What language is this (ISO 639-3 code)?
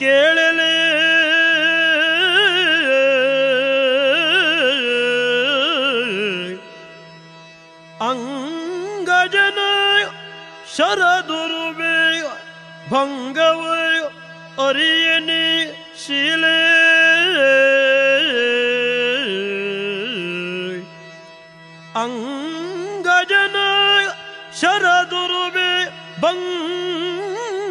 kan